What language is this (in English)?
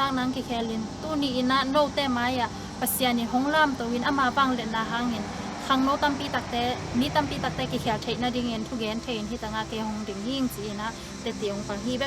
Tedim Chin